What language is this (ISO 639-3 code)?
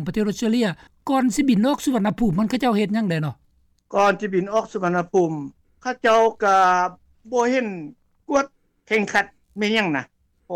lao